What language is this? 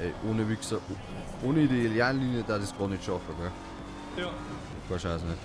Bavarian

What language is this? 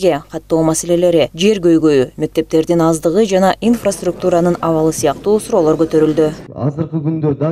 Kyrgyz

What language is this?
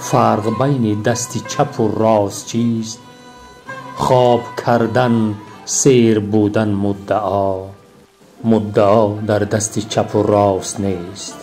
Tajik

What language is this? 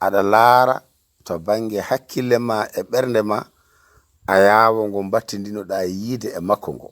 Fula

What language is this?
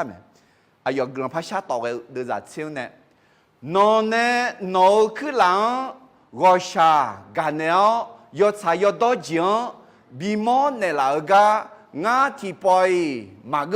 Akha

